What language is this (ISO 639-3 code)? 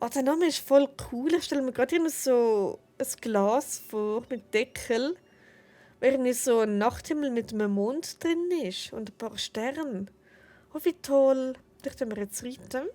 gsw